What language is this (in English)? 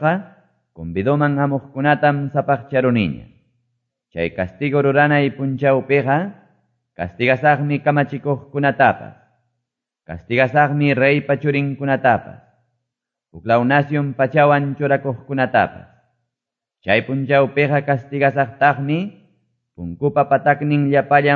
Quechua